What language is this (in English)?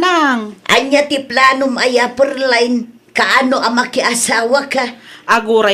Iloko